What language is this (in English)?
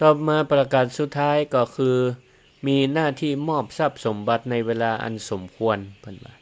Northern Thai